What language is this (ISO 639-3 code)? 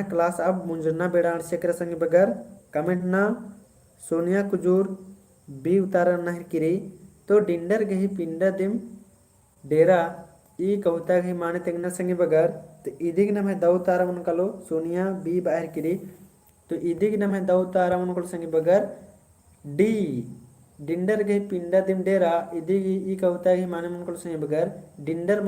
kru